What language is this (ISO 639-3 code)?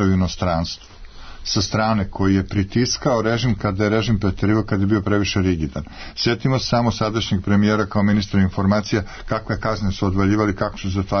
srp